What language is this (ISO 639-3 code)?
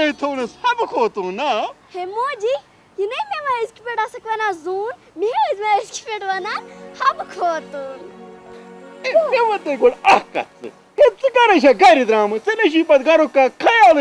kas